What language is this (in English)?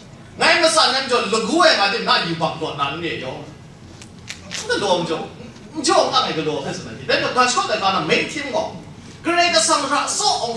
Kachin